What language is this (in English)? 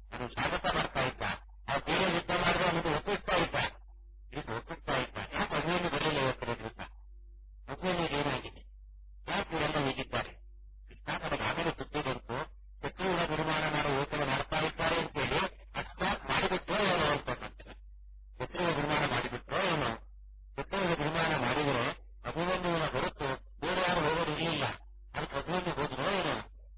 Kannada